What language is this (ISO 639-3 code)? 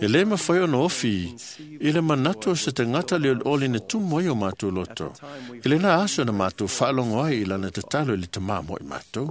smo